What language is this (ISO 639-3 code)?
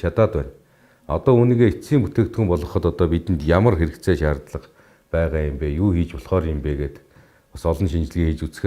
mon